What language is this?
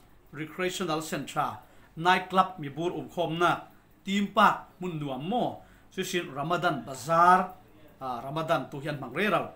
Falam Chin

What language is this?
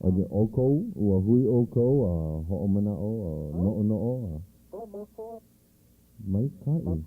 Hawaiian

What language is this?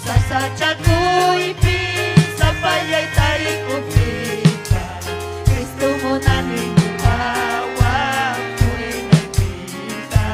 Ayacucho Quechua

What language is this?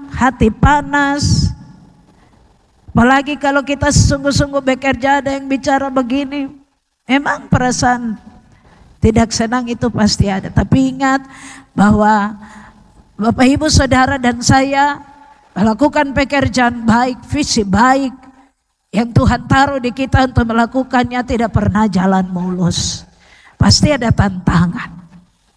Indonesian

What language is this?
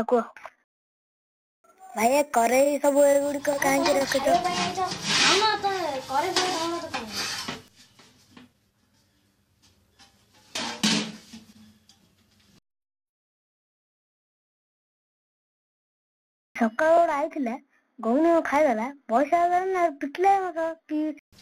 Odia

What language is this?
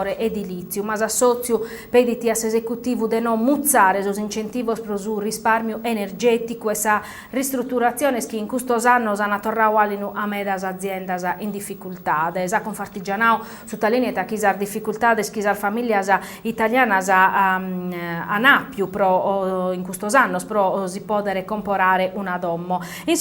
Sardinian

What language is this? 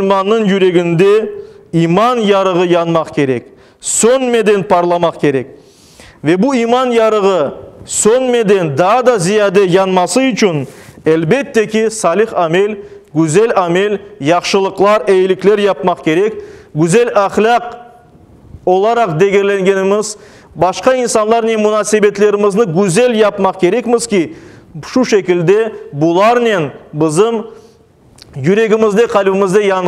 Crimean Tatar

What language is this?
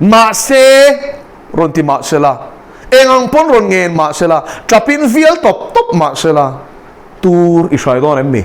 Mizo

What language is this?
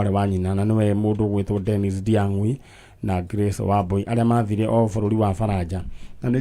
Kikuyu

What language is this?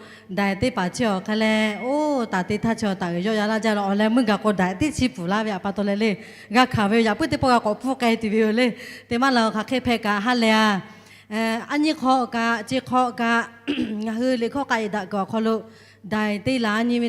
Lahu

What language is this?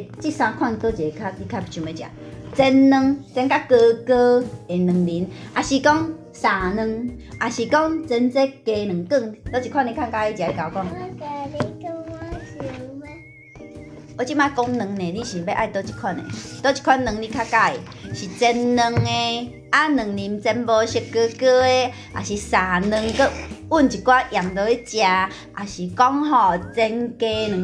Min Nan Chinese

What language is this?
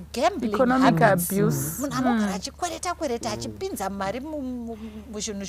Shona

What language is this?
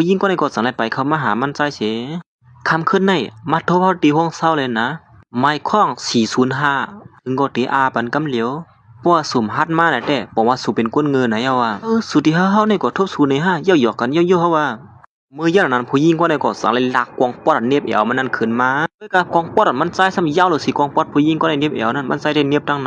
Shan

